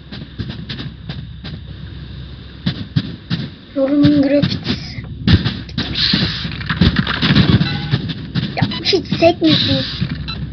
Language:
Turkish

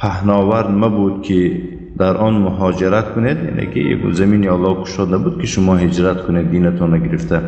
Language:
Tajik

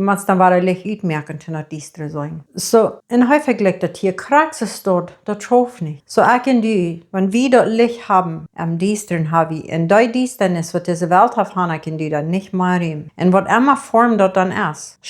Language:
Plautdietsch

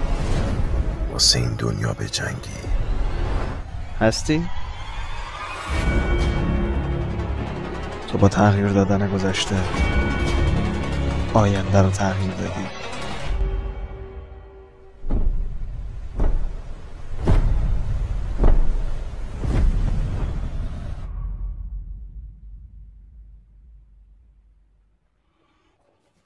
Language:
Persian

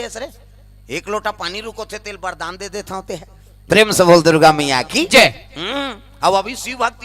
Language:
Chhattisgarhi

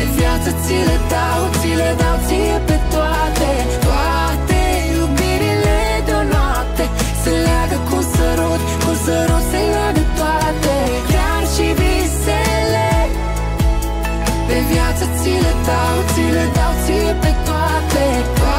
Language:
Romanian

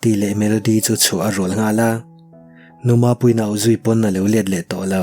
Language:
Mizo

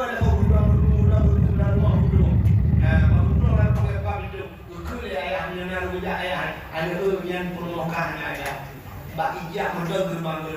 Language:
Achinese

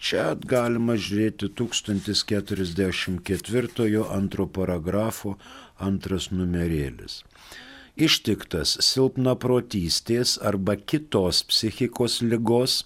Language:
Lithuanian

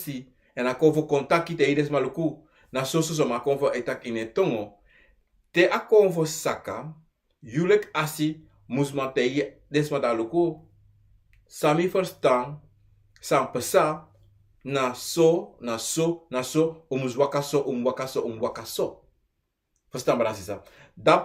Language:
Sranan Tongo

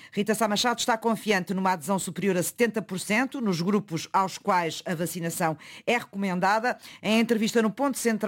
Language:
Portuguese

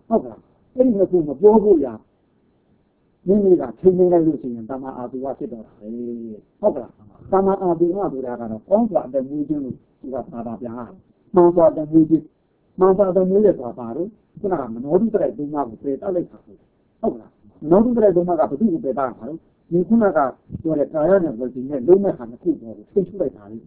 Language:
Burmese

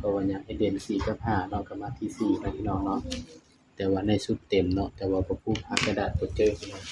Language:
Northeastern Thai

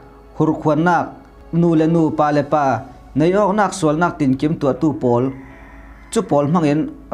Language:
Falam Chin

